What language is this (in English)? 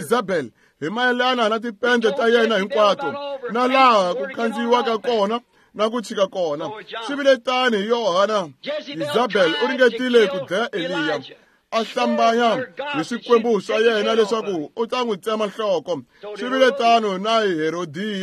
Tsonga